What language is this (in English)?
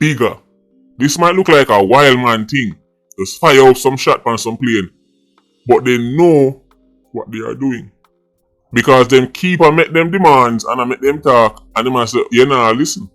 Jamaican Creole English